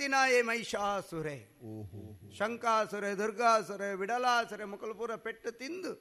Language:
Tulu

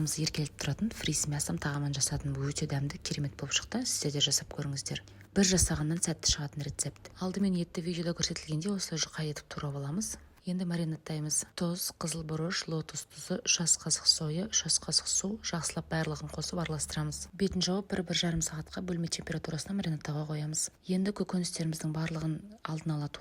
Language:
Kazakh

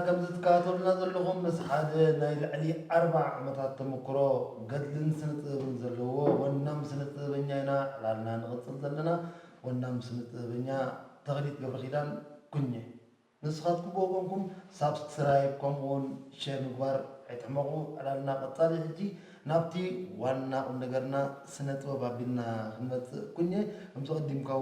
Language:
Tigrinya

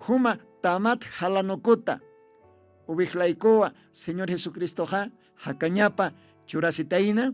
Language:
Aymara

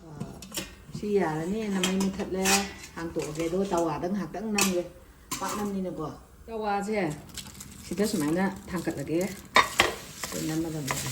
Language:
Manipuri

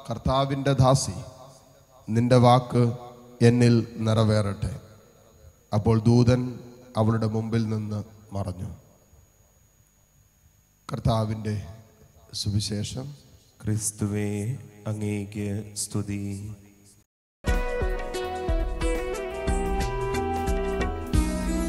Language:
Malayalam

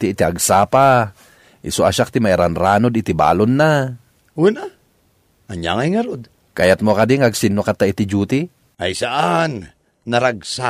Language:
Iloko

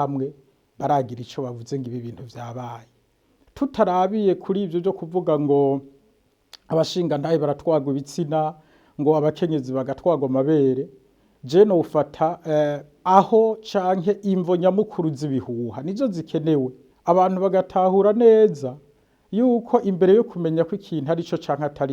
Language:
Rundi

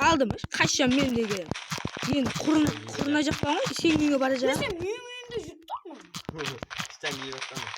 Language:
Kara-Kalpak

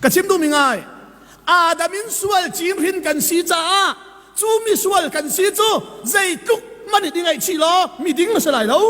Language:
Hakha Chin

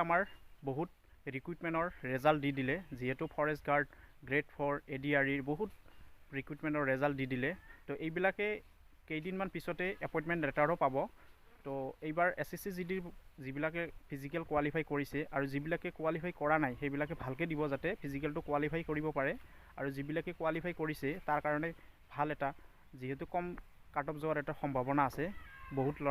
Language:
Assamese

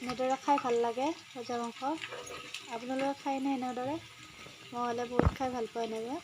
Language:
Assamese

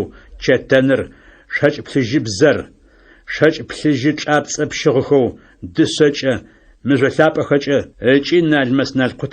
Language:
Adyghe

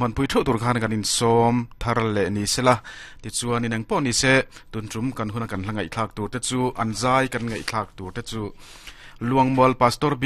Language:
Mizo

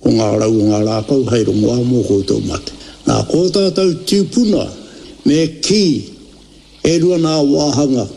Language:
Māori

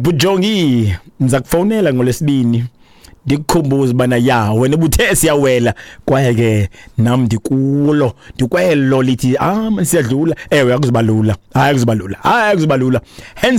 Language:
Xhosa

